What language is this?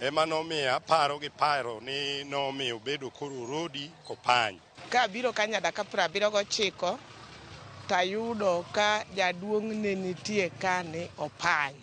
Luo (Kenya and Tanzania)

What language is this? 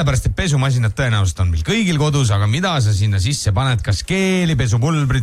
Estonian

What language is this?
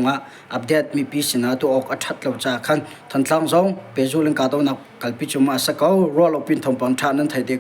Hakha Chin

